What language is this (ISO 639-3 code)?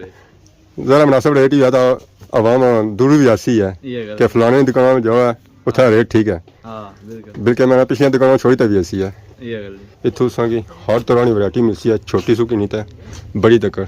phr